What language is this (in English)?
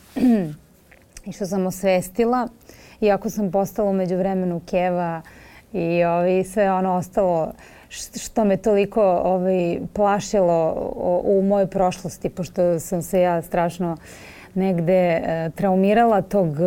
Serbian